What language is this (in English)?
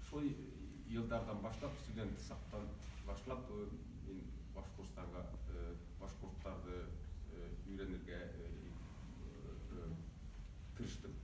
Bashkir